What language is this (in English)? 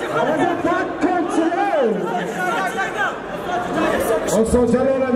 Persian